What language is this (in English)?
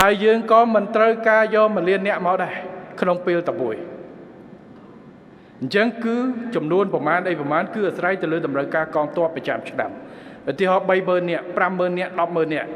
Khmer